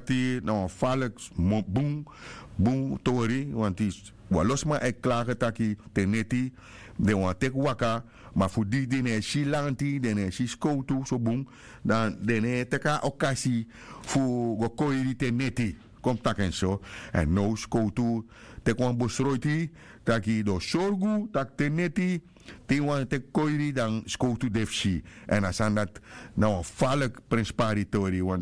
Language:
Sranan Tongo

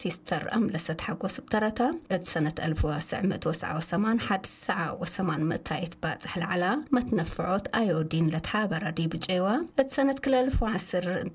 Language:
Tigre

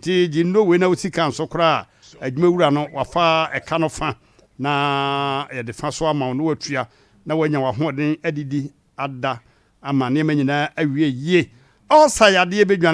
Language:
Akan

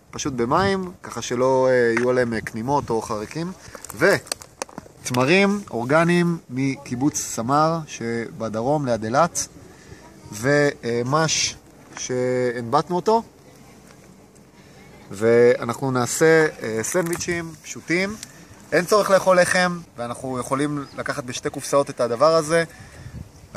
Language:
Hebrew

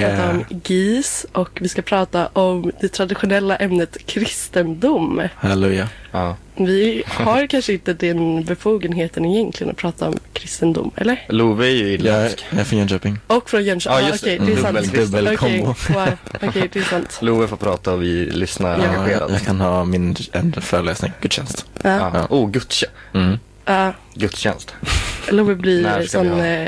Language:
Swedish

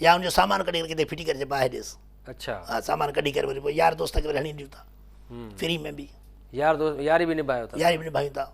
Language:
Sindhi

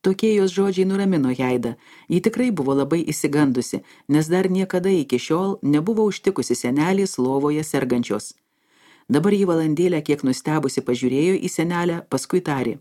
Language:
Lithuanian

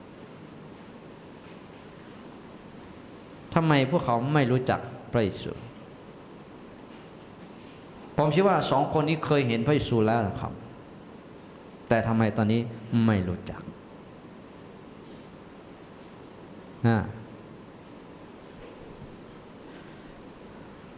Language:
Thai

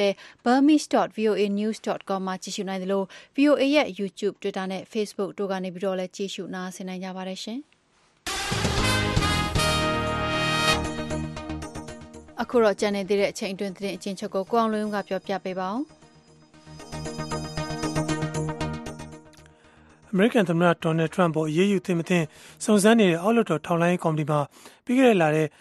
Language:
Burmese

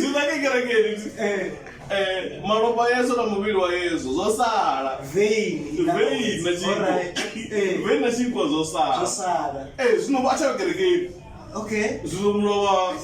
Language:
Venda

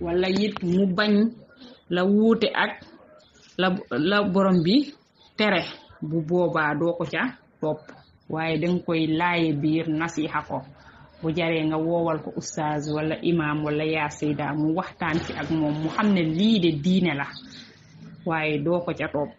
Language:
Wolof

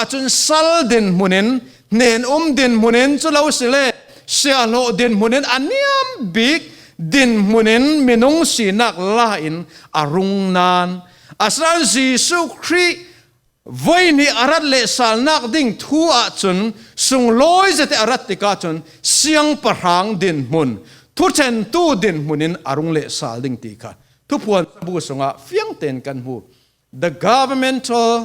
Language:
Falam Chin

